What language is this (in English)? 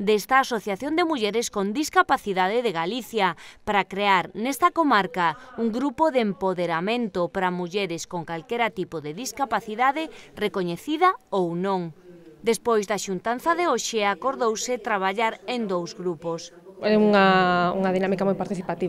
Galician